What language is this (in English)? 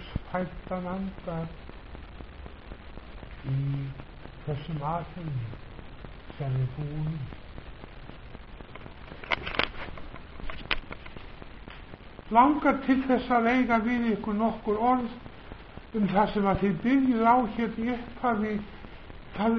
Icelandic